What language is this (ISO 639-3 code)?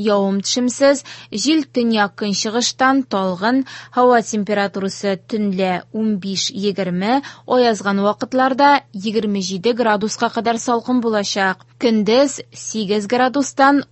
tat